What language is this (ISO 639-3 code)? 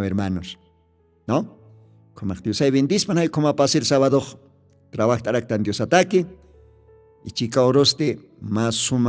aym